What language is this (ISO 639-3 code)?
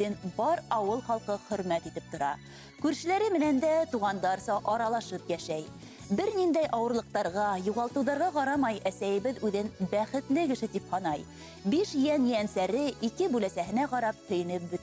bak